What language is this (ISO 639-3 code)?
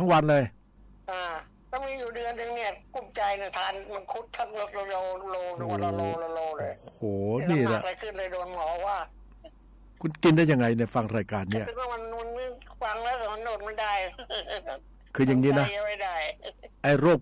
tha